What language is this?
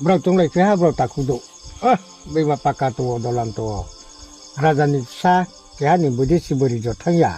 Riang (India)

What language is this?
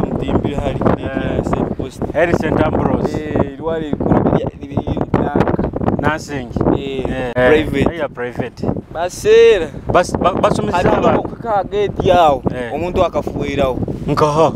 Nyoro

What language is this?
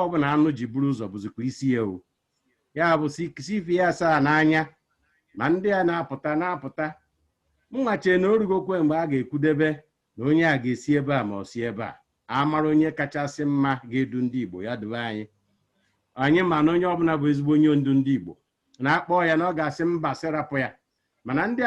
Igbo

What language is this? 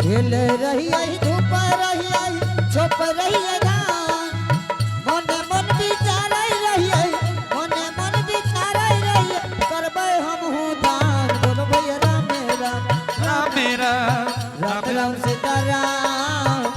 Angika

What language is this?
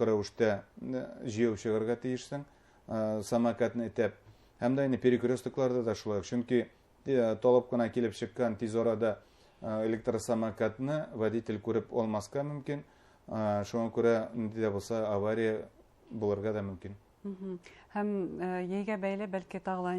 Bashkir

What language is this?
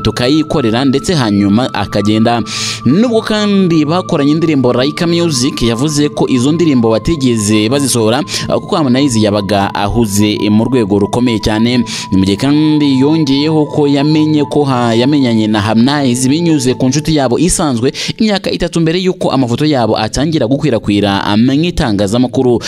Kinyarwanda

